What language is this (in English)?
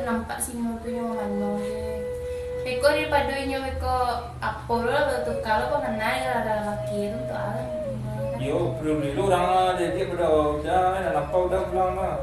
Minangkabau